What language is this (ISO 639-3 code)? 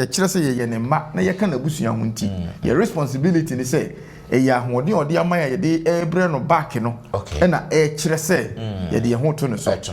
aka